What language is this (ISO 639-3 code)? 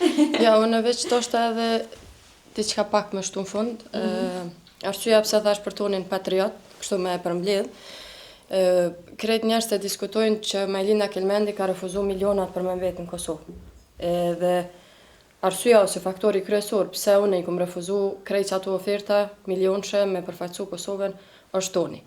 sqi